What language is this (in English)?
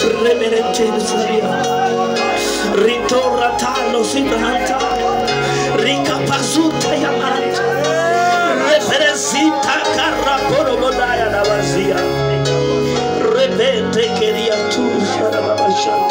Swahili